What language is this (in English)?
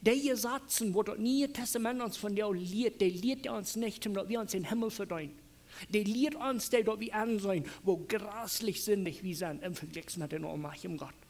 Plautdietsch